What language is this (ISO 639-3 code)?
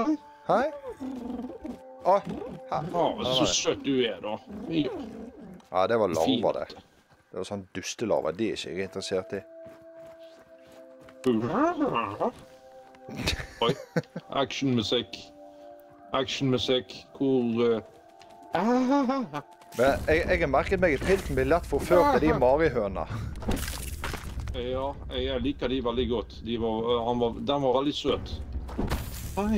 nor